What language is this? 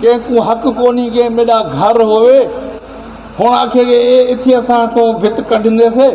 Saraiki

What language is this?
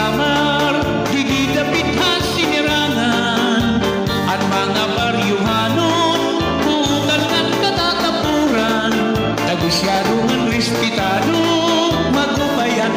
Waray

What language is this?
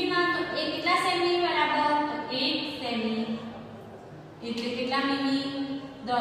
Gujarati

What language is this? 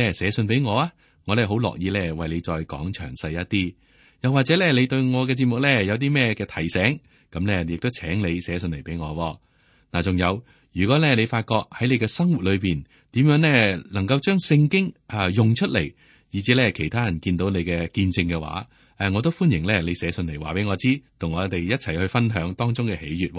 Cantonese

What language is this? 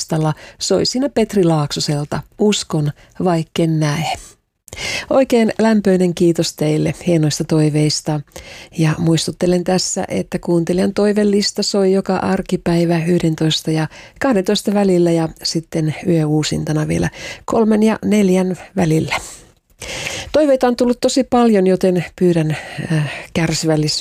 Finnish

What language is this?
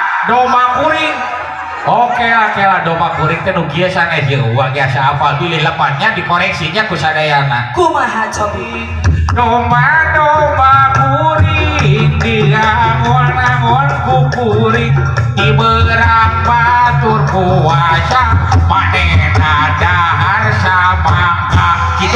Sundanese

